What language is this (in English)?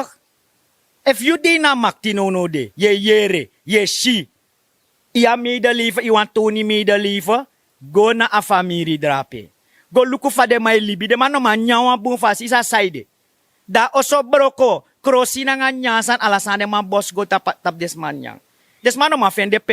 Sranan Tongo